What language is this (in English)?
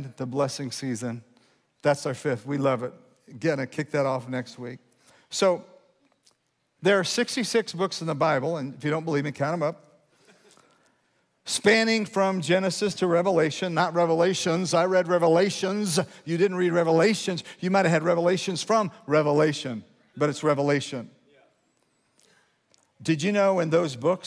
English